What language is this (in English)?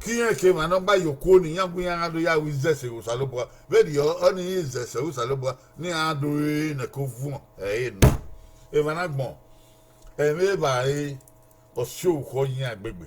Bini